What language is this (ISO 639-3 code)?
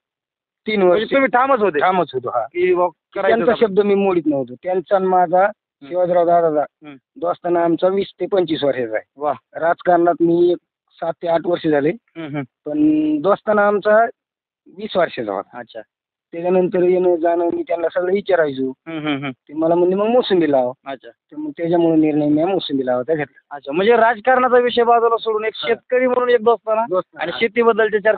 mar